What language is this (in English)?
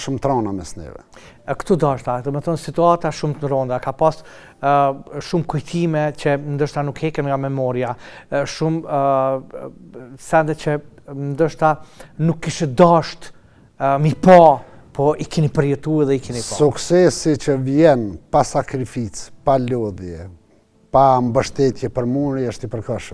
Albanian